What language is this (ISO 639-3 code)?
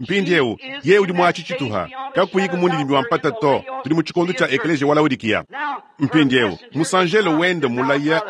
lua